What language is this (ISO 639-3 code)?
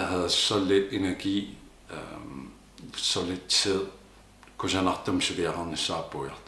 kal